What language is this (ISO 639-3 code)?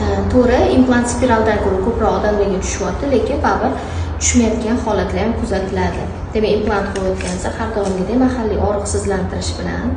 uzb